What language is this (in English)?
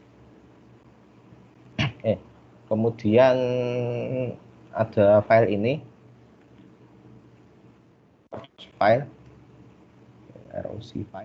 Indonesian